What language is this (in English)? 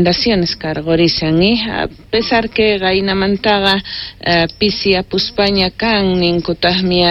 South Bolivian Quechua